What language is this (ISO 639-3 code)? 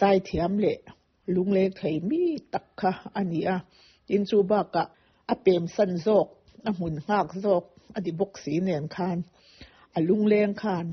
lus